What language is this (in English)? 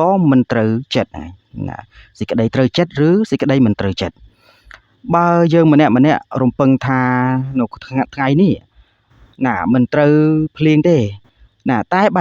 Khmer